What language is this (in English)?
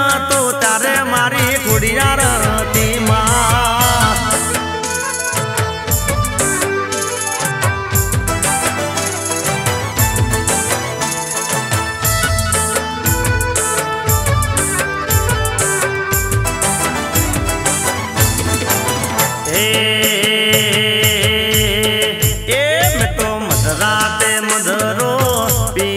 Gujarati